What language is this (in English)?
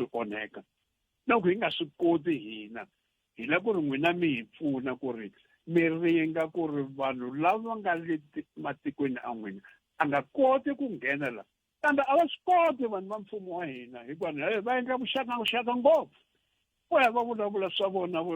Tsonga